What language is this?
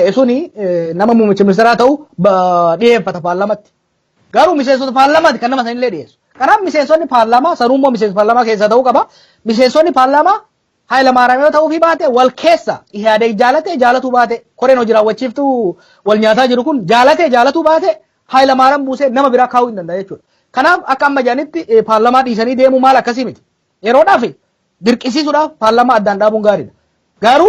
Oromo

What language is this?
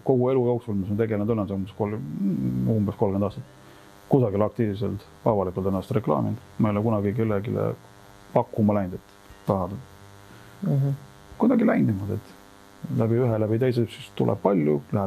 Estonian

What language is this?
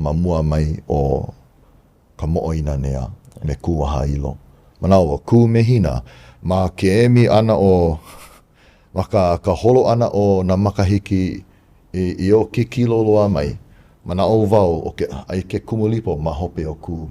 Hawaiian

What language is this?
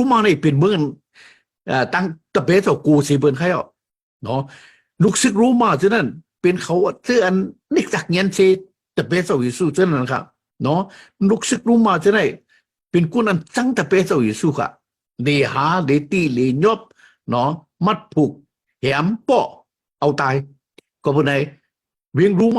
Shan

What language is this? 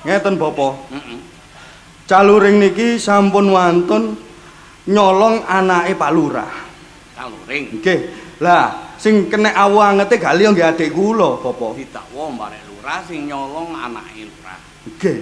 Javanese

